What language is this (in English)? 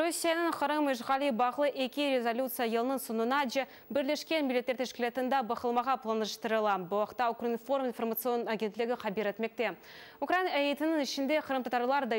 Crimean Tatar